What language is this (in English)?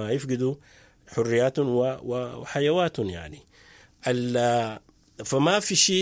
Sudanese Arabic